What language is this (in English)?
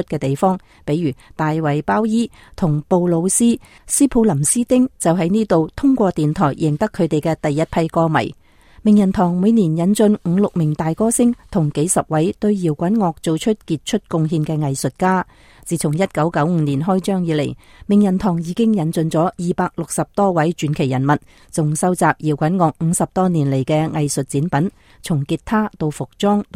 Cantonese